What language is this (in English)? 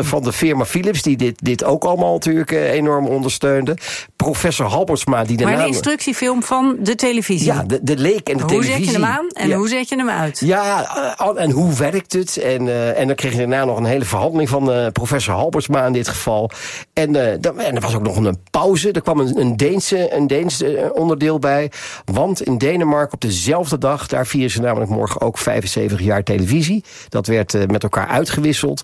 Dutch